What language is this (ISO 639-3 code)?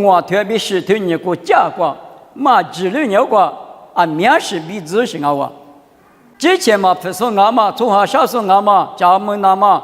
lis